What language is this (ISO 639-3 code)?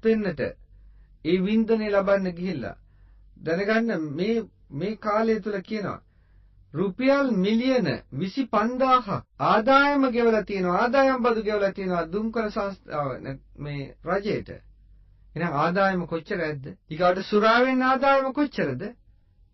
sin